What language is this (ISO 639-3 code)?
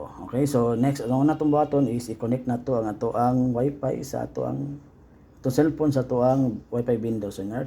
ceb